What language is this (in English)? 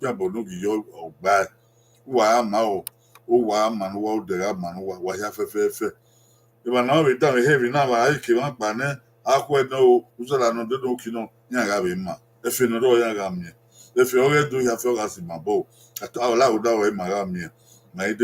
Bini